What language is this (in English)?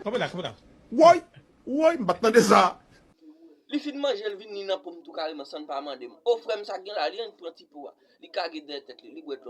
Haitian Creole